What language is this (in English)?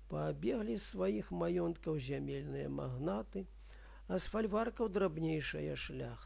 Belarusian